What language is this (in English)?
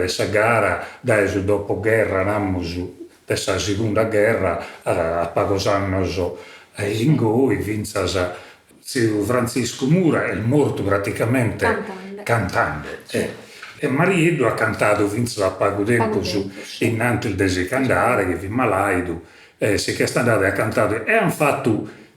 Sardinian